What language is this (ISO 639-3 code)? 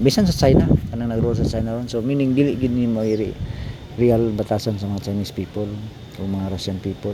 ceb